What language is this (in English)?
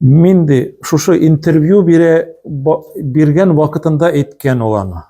Tatar